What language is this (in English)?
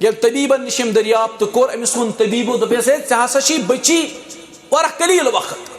Kashmiri